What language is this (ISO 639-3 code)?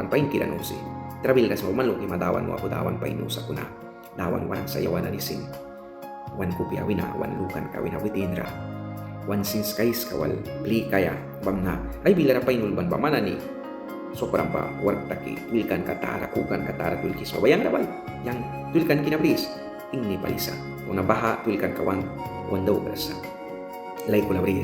miq